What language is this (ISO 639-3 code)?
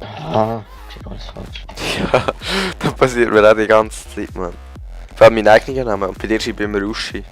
gsw